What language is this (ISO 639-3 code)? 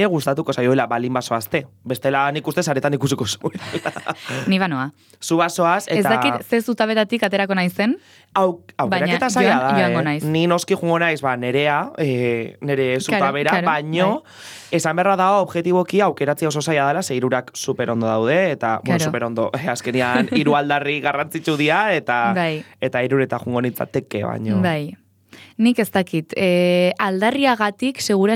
eus